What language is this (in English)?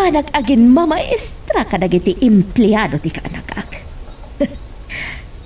Iloko